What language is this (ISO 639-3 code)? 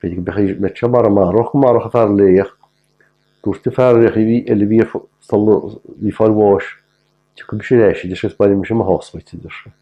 gle